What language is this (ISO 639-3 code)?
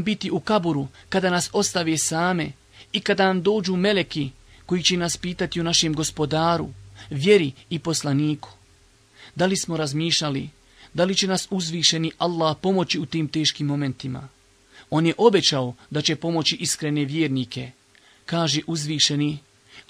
bos